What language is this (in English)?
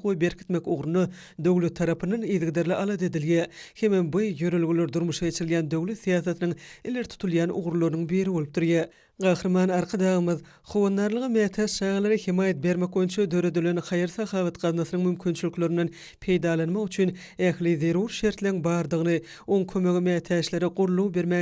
Turkmen